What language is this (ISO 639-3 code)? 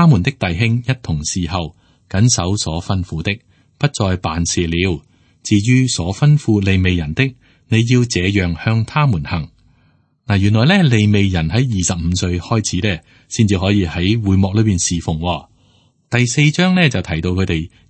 yue